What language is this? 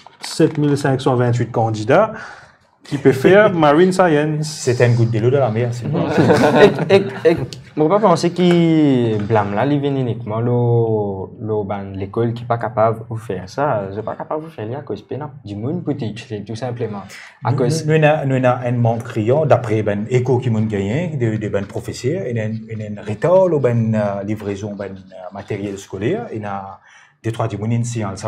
Morisyen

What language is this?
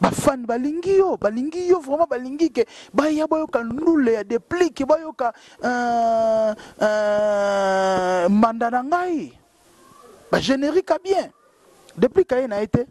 Lingala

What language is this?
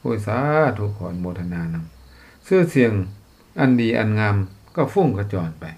Lao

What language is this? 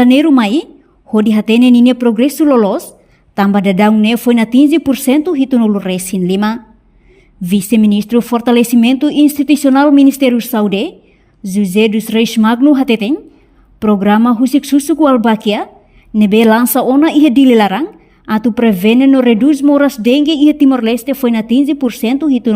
Tetum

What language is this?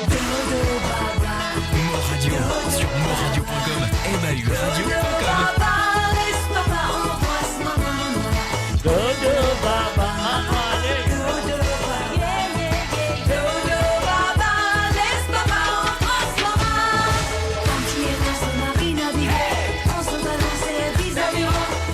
Morisyen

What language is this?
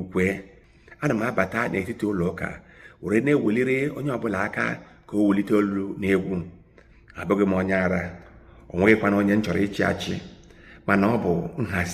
Igbo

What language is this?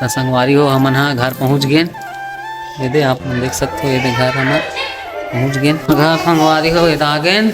Chhattisgarhi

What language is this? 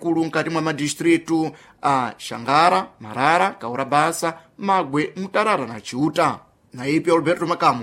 Sena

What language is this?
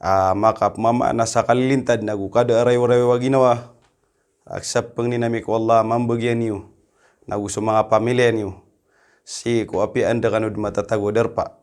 Maranao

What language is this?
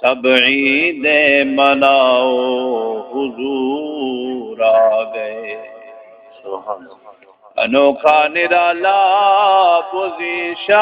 Saraiki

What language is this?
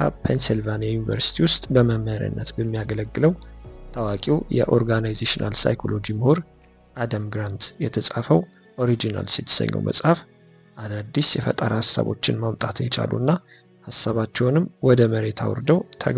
Amharic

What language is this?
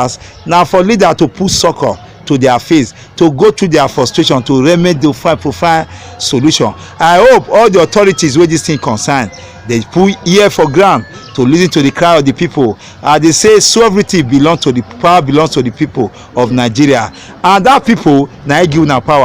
Nigerian Pidgin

